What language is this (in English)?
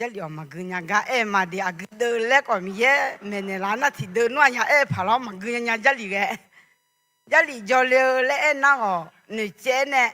Akha